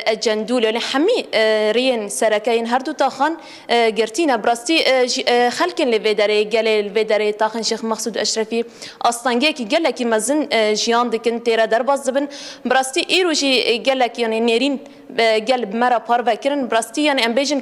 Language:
Kurdish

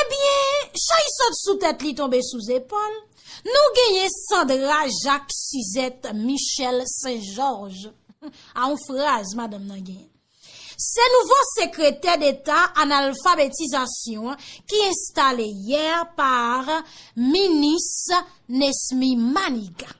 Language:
Haitian Creole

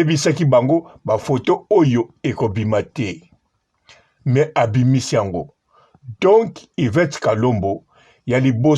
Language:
Lingala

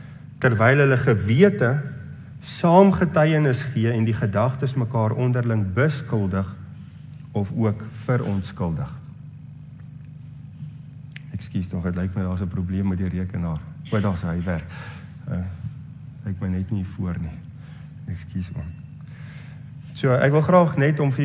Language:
Afrikaans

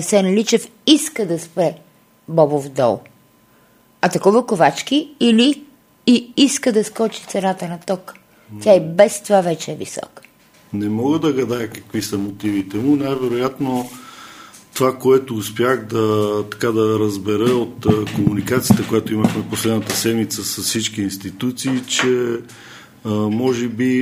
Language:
Bulgarian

